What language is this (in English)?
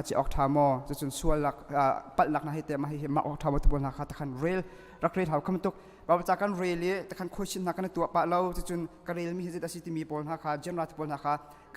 Hakha Chin